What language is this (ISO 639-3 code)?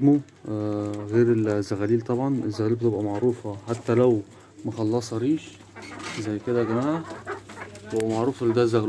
arz